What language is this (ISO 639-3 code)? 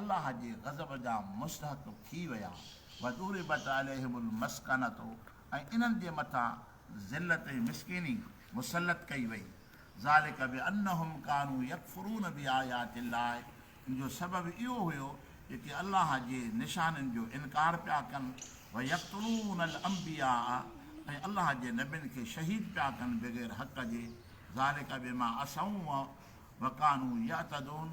snd